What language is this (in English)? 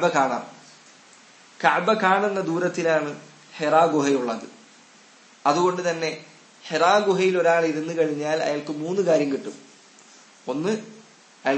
Malayalam